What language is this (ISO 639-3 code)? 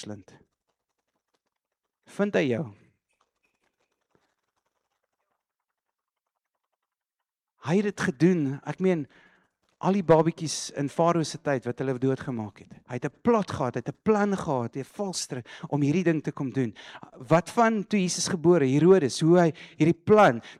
afr